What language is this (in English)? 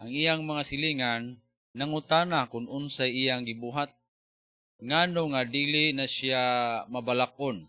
Cebuano